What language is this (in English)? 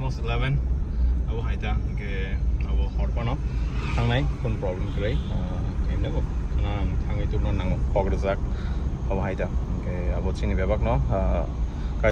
Kok Borok